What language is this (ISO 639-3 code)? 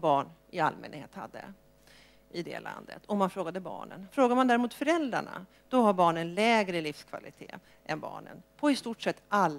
swe